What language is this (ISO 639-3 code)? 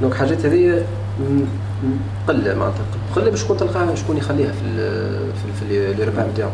aeb